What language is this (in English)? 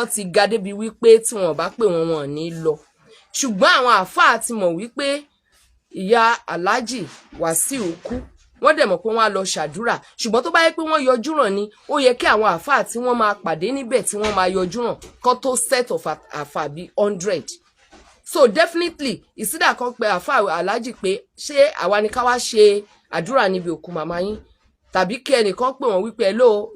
Yoruba